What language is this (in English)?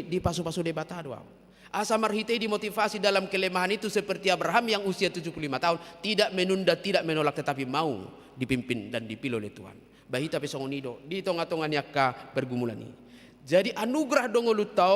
Batak Toba